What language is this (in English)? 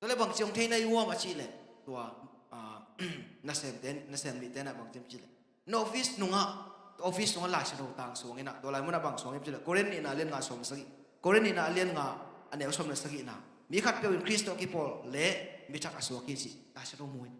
Tedim Chin